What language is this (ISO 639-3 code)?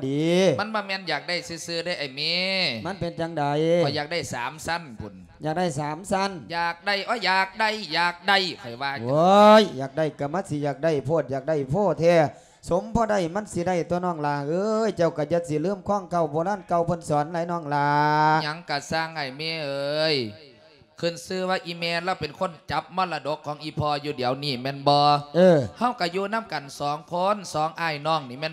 lao